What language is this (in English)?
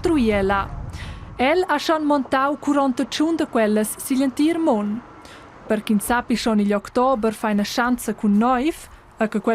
Romansh